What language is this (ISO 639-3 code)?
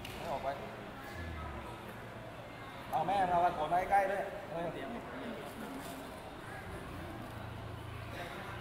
tha